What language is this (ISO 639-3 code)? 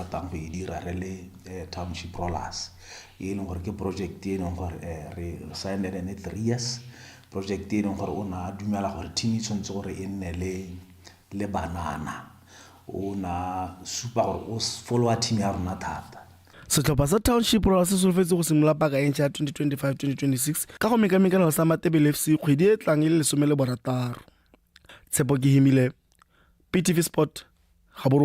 tsn